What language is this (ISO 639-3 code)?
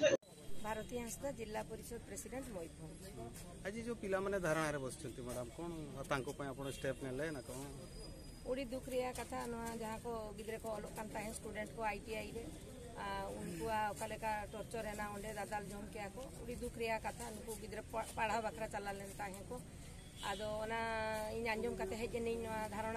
sat